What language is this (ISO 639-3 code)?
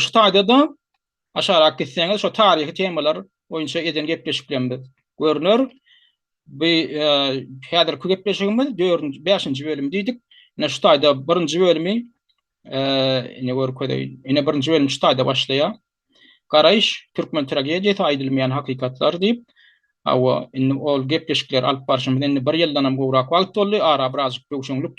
tuk